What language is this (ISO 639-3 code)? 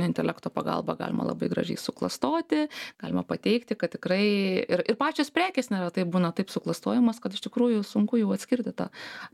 lit